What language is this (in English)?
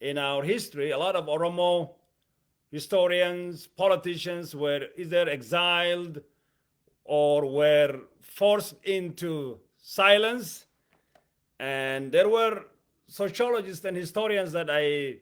English